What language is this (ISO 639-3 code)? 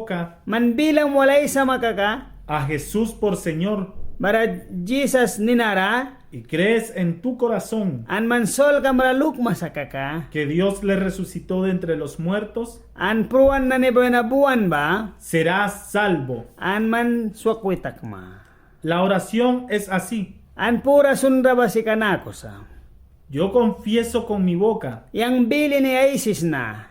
miq